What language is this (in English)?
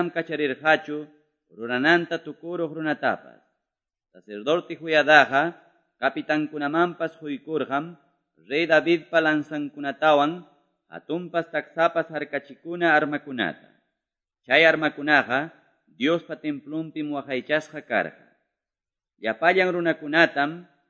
Quechua